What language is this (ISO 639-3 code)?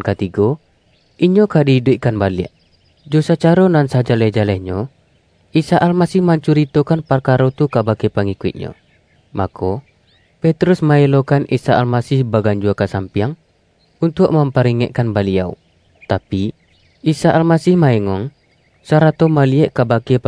min